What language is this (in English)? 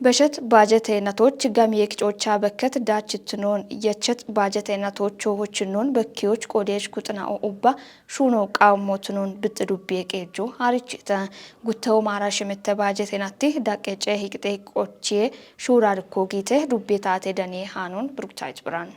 Kafa